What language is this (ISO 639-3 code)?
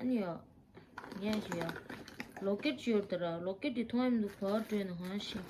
bod